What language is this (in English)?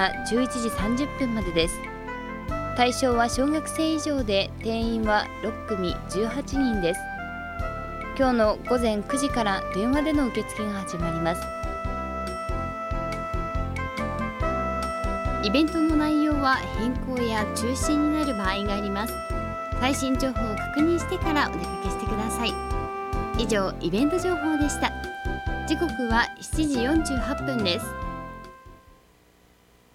Japanese